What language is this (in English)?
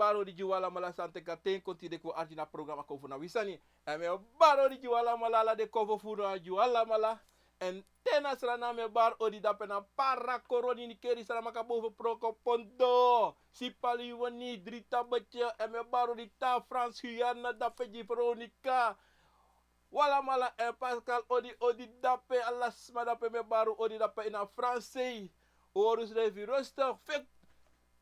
Sranan Tongo